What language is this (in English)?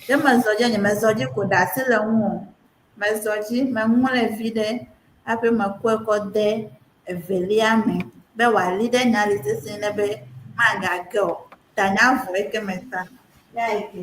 Ewe